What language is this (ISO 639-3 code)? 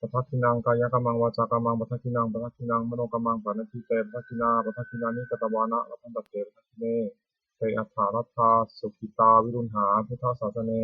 pli